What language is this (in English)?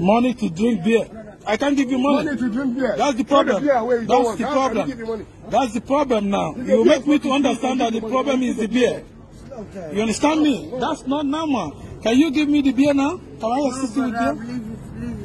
Nigerian Pidgin